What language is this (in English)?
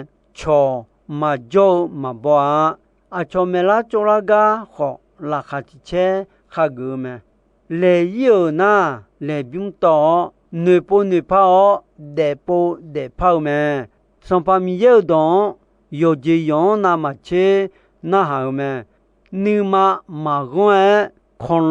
Akha